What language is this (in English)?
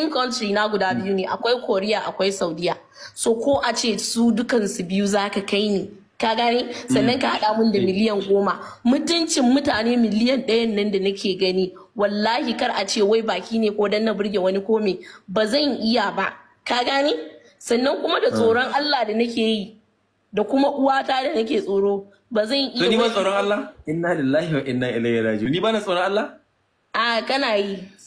Hausa